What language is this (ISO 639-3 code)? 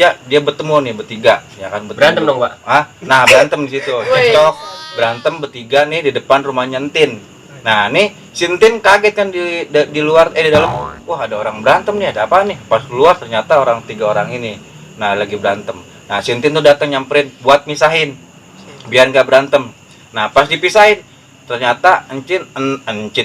bew